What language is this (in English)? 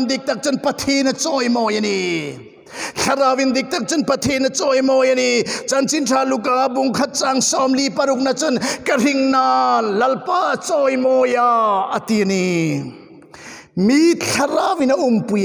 Hmar